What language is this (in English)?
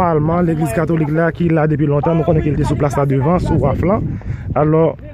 Haitian Creole